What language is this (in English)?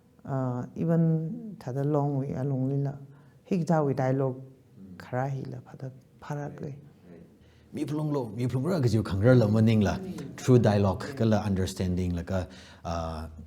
Tangkhul Naga (India)